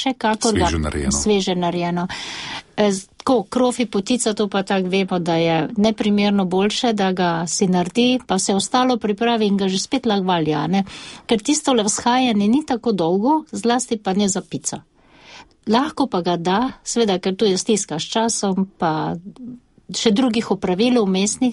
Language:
Slovenian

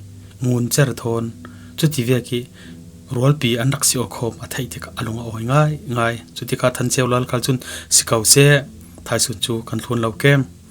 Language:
Falam Chin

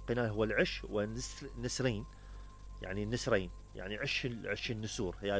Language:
Mesopotamian Arabic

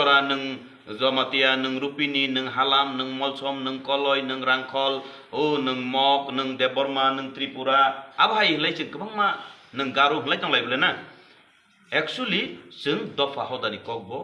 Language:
Kok Borok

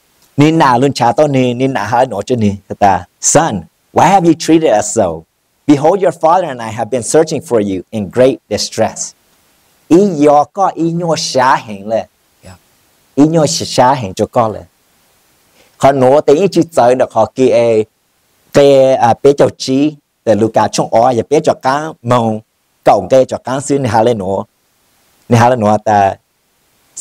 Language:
Vietnamese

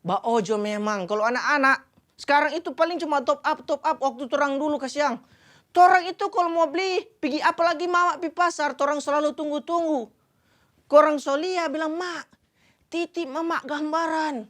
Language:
Manado Malay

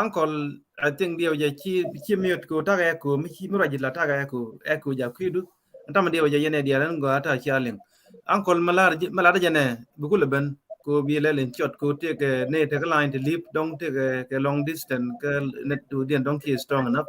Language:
Nuer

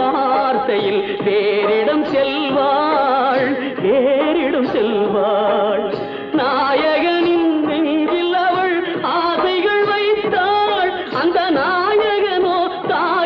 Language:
Tamil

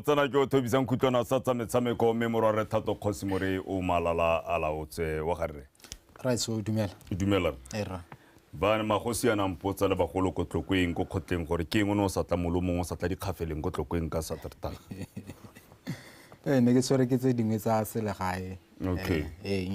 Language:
Tswana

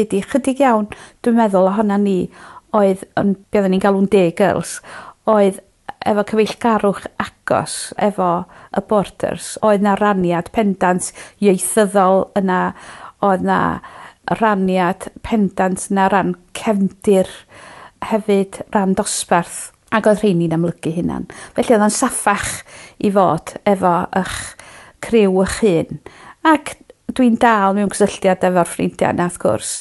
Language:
Welsh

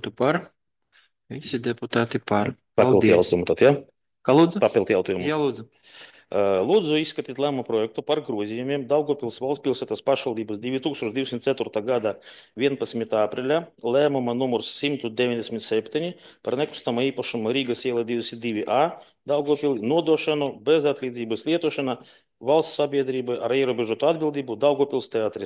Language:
Latvian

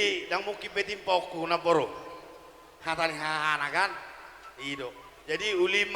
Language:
Batak Toba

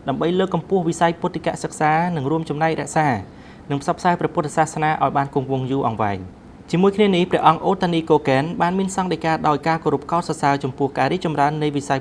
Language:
Khmer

